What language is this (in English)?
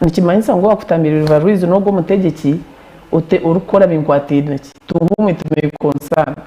Nyankole